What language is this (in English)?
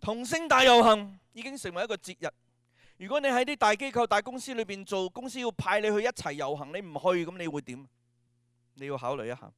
Cantonese